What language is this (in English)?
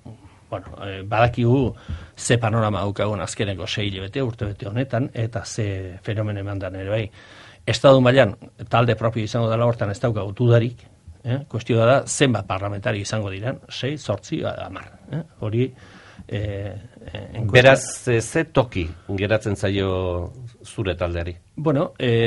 Basque